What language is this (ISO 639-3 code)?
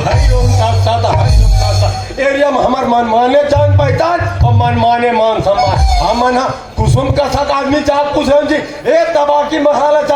hne